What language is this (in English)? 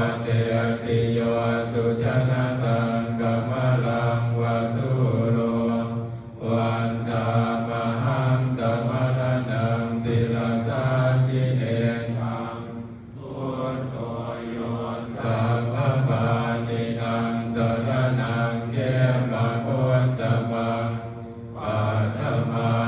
Pali